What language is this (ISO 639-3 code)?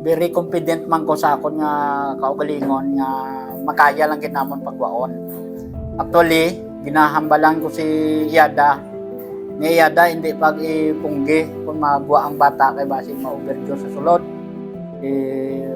hil